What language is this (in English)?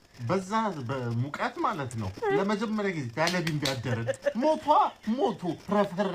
Amharic